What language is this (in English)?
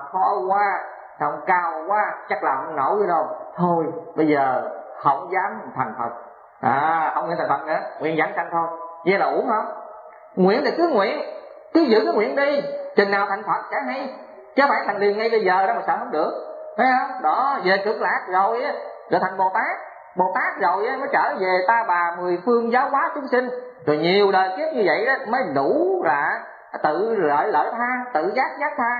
Vietnamese